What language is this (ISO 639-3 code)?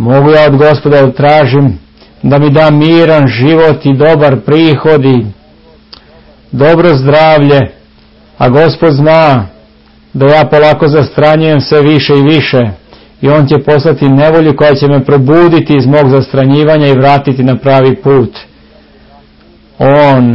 srp